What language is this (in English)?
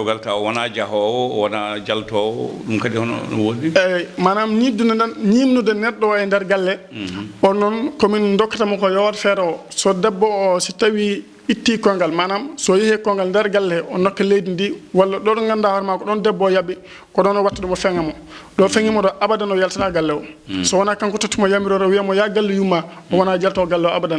Fula